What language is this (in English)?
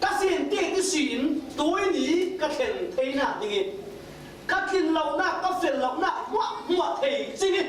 Falam Chin